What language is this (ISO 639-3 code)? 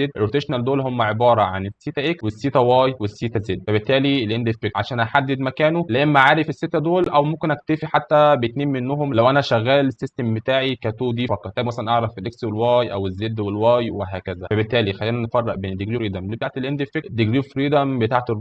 arz